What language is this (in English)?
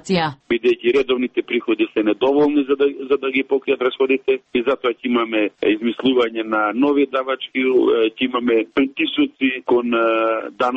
Macedonian